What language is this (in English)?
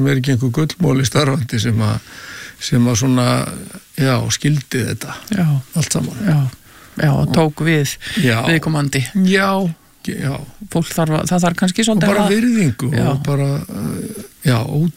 Icelandic